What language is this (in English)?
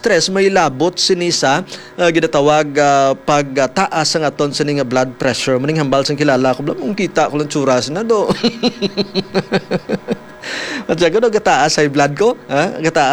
Hiligaynon